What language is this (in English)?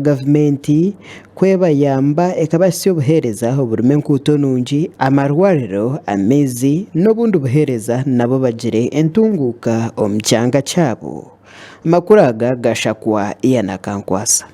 Nyankole